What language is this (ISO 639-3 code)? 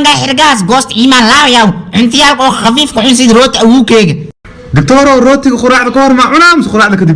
som